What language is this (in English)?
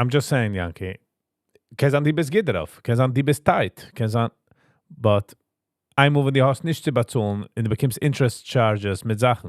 Yiddish